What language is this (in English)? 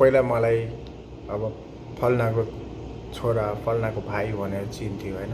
Nepali